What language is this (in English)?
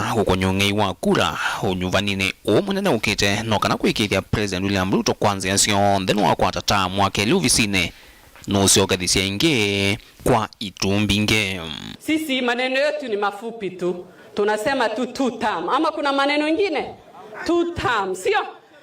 Kamba